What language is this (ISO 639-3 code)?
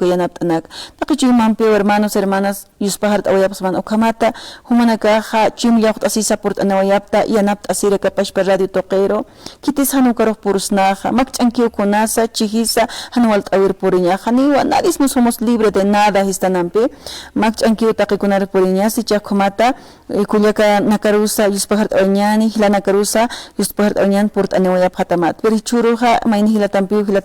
aym